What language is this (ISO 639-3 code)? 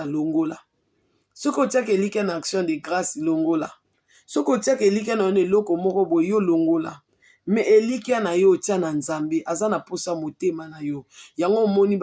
lin